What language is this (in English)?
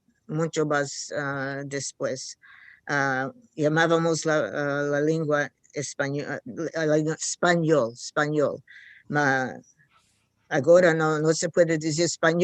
Ladino